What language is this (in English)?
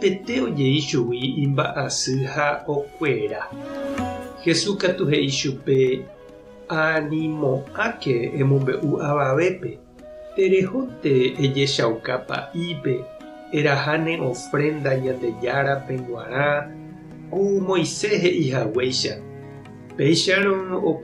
Guarani